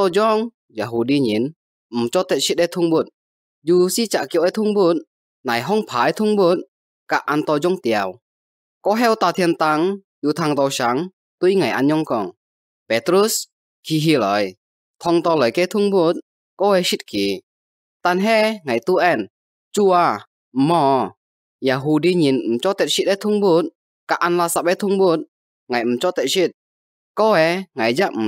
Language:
Hakka Chinese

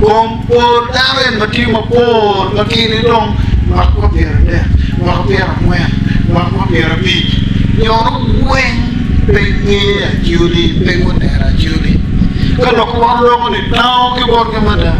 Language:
Acoli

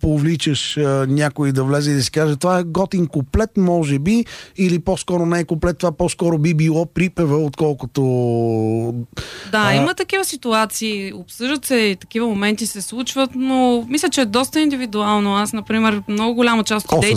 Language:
Bulgarian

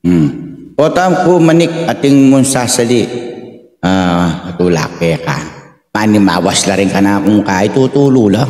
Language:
Pampanga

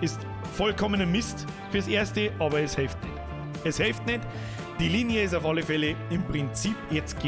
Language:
Bavarian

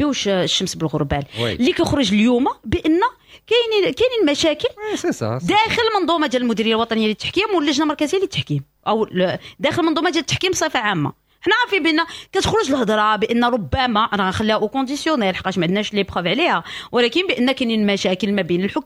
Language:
Moroccan Arabic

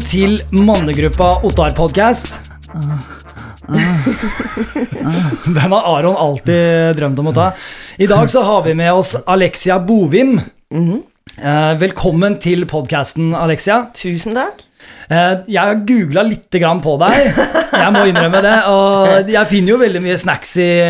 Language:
Norwegian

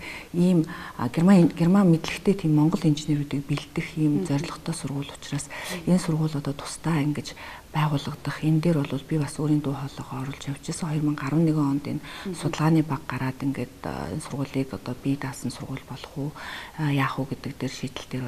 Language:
Mongolian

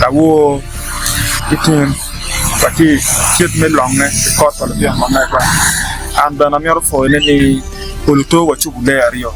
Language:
Acoli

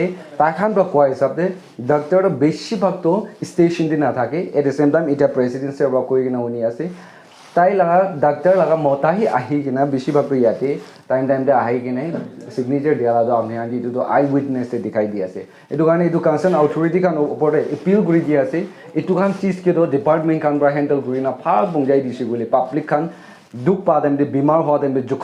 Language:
Naga Pidgin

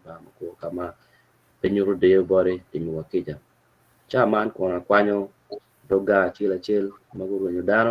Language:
Acoli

